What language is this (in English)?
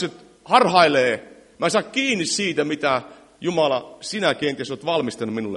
Finnish